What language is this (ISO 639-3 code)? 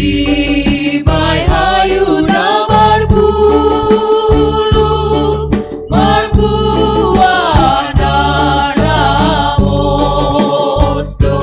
bts